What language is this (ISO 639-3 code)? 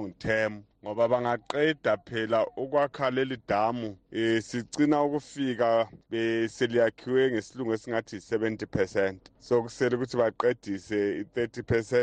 nde